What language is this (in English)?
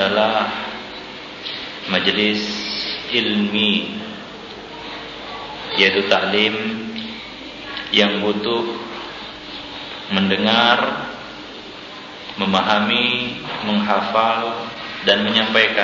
Indonesian